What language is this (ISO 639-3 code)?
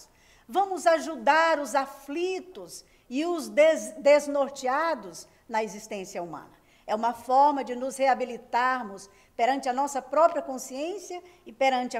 por